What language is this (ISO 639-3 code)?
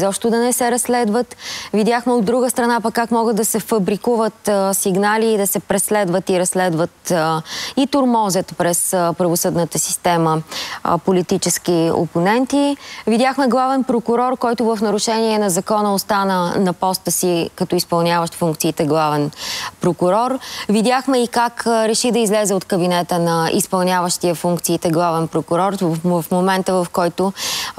bul